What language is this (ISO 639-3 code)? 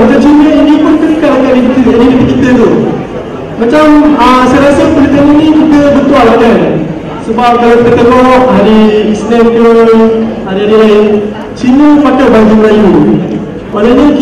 msa